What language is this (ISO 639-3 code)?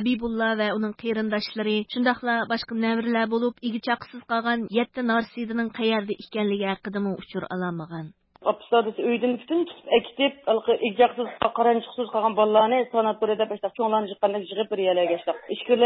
uig